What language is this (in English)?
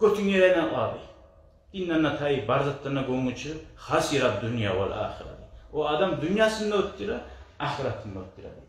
Kumyk